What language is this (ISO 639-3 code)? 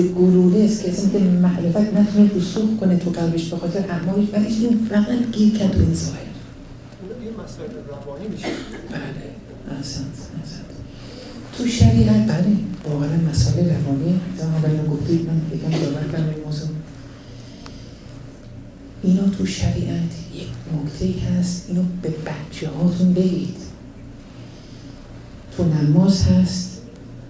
fas